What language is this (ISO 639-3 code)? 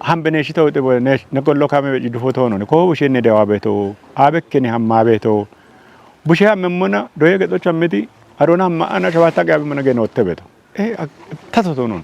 kbr